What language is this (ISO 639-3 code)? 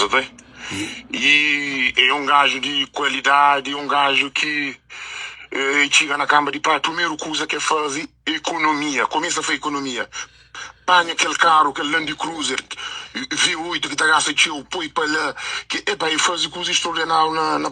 kea